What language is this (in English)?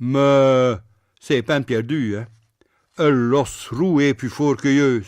Picard